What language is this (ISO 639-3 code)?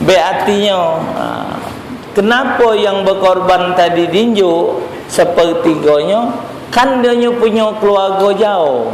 mui